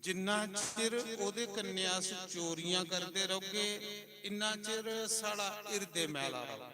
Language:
Dogri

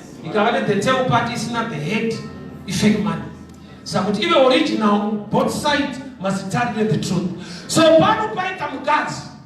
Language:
Shona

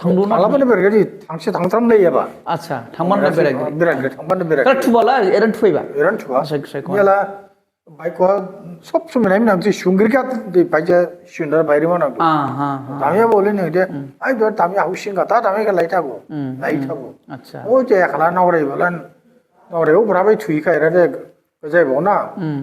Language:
Dimasa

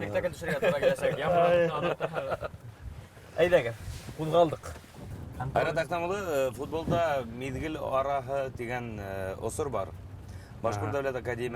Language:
Bashkir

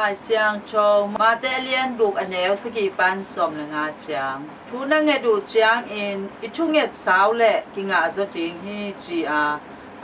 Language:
Tedim Chin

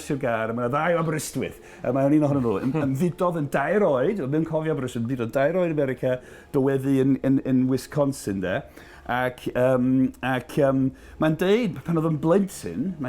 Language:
Welsh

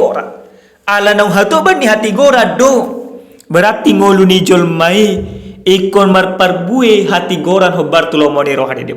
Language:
Batak Toba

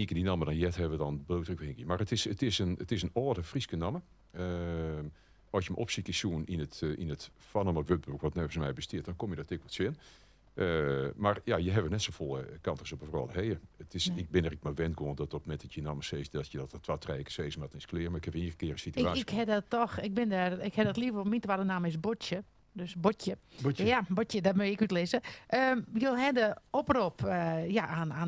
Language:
Western Frisian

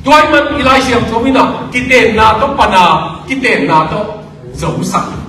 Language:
Tedim Chin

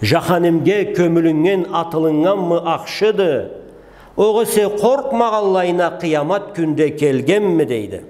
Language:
Karachay-Balkar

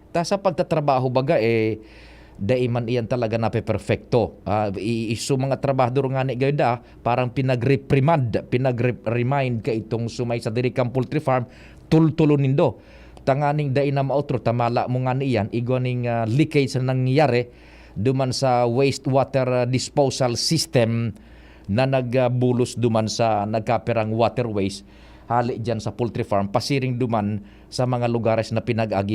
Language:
Bikol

